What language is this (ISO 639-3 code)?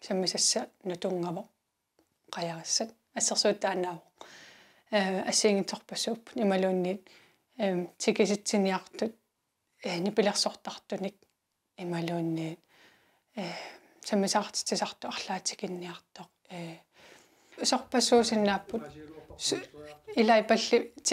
kal